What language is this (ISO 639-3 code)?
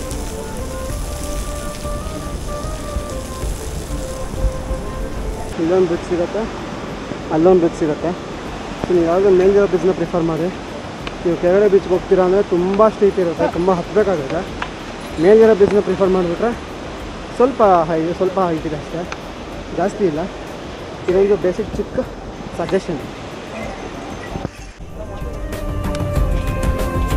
kan